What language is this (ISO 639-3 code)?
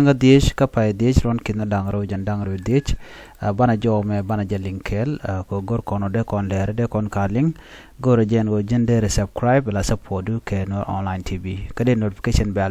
nus